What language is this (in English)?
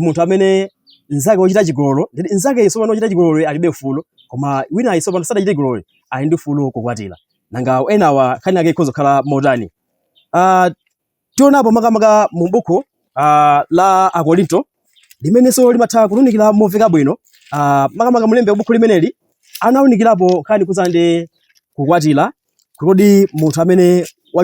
Nyanja